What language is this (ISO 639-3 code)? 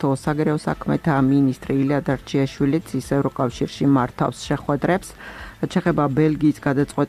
kat